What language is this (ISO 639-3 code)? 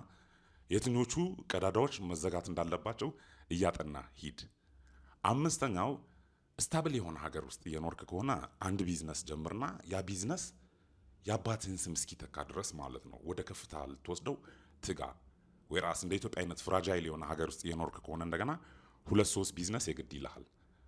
amh